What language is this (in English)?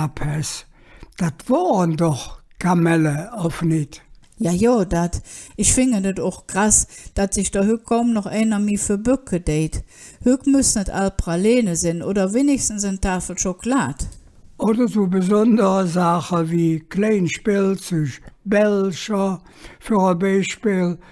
Colognian